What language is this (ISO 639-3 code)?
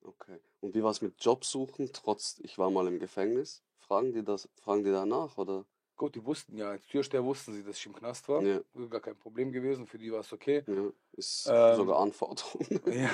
gsw